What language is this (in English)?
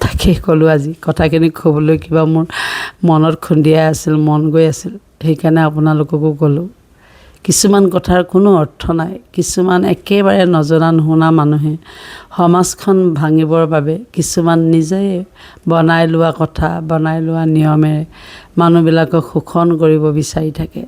Assamese